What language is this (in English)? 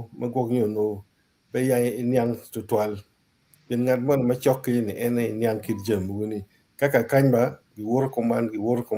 Acoli